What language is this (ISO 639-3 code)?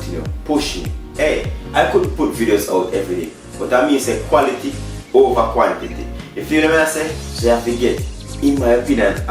jam